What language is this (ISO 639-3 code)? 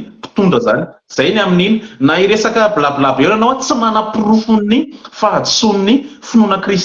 mlg